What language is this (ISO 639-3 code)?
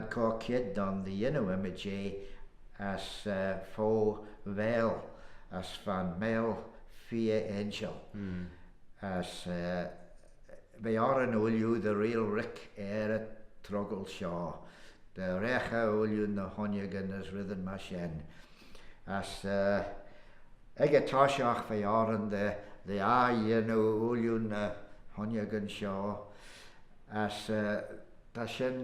glv